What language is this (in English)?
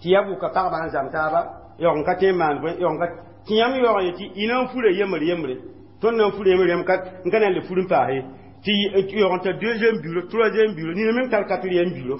Mossi